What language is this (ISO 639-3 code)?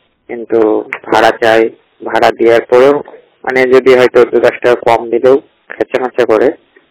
ben